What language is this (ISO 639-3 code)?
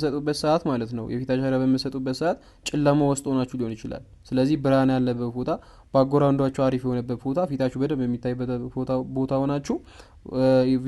amh